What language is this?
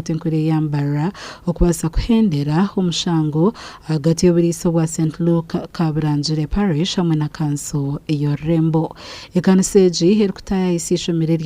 Nyankole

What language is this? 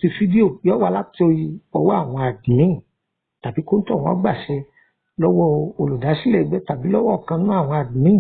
Yoruba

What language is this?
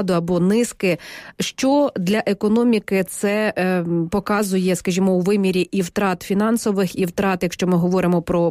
Ukrainian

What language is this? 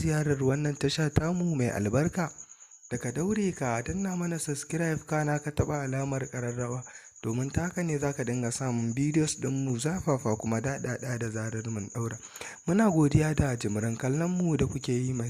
Hausa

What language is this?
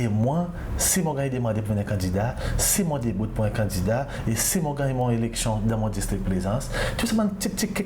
Seselwa Creole French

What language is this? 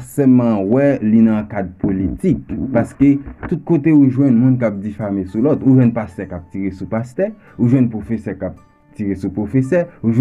Haitian Creole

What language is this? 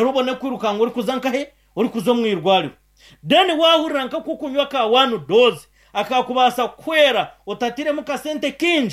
Nyankole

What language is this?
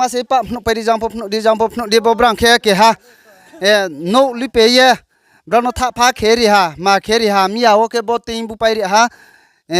Riang (India)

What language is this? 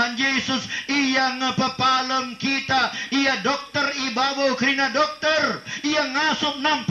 Batak Karo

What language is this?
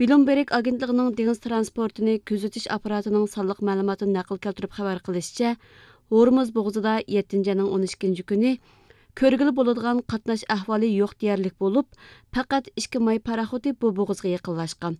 Uyghur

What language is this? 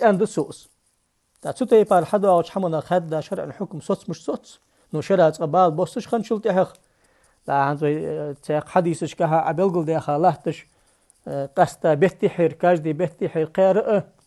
Ingush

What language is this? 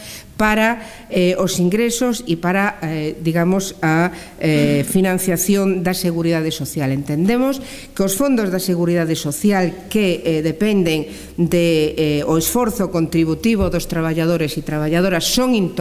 Galician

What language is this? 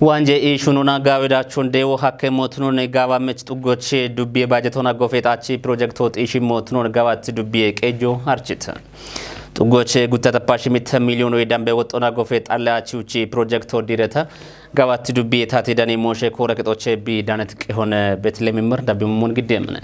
Kafa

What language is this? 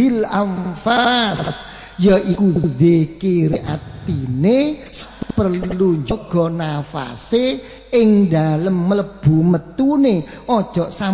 Javanese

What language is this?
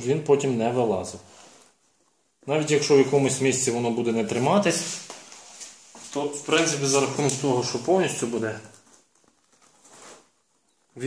Ukrainian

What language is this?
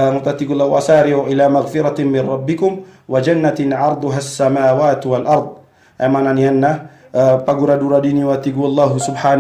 Maranao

